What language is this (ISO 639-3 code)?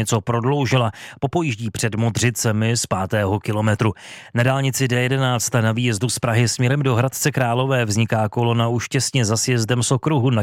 ces